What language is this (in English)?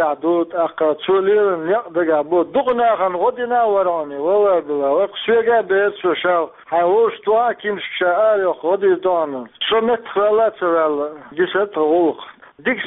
Chechen